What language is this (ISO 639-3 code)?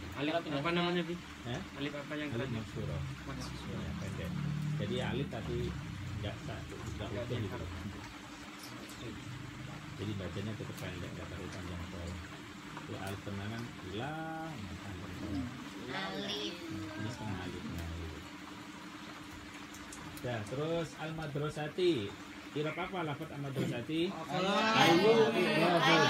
ind